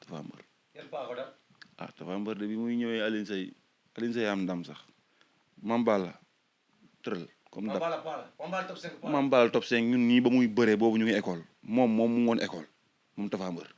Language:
Wolof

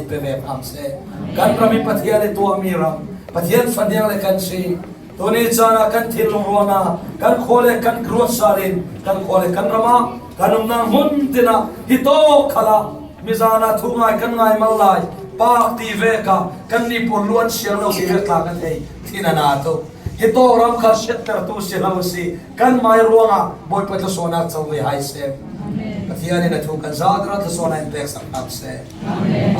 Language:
Falam Chin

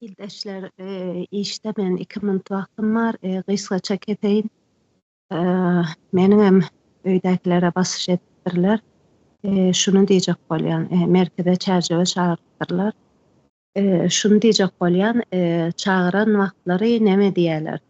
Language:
Turkmen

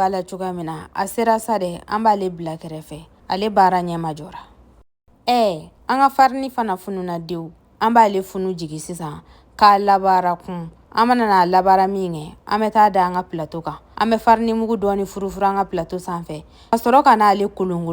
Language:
Bambara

